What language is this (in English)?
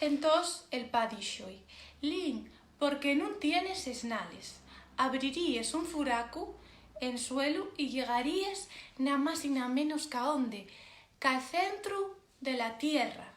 Asturian